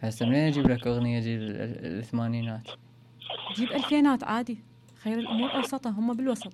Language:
Mesopotamian Arabic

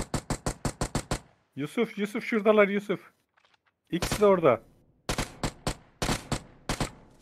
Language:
Turkish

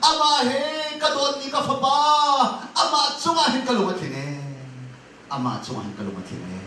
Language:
Hakha Chin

